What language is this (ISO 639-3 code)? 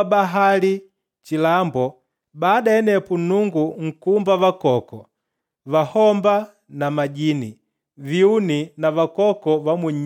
kde